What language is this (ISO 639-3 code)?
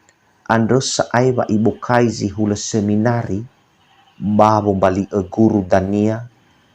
nia